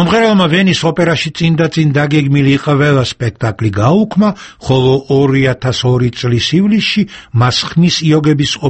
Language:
Georgian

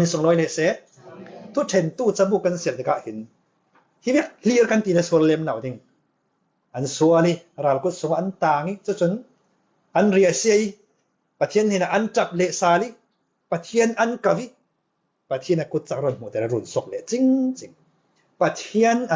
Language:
Falam Chin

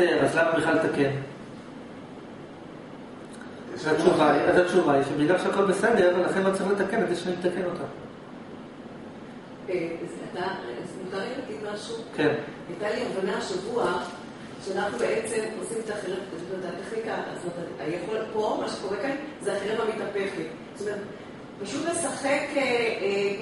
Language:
Hebrew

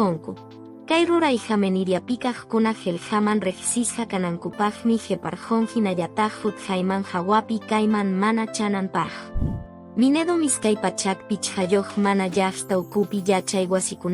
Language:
Quechua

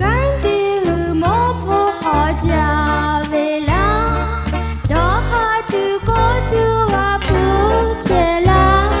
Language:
Lahu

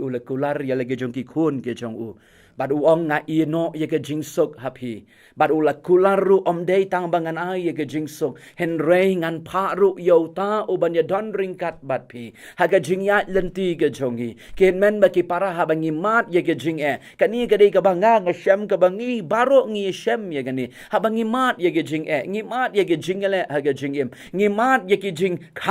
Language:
Khasi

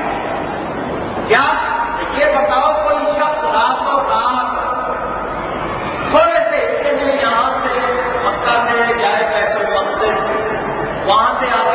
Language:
Urdu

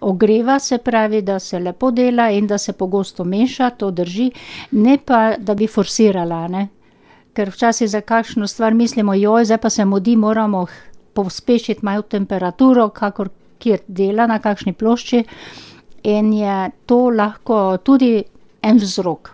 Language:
Slovenian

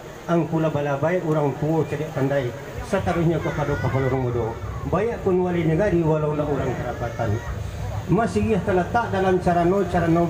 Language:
Minangkabau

